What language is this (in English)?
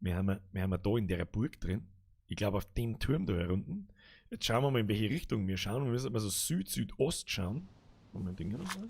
Bavarian